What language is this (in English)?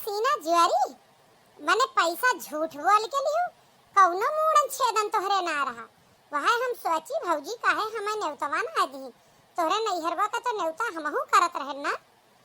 Awadhi